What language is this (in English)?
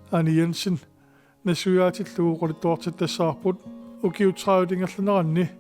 Kalaallisut